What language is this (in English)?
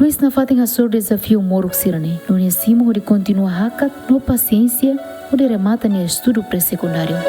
Tetum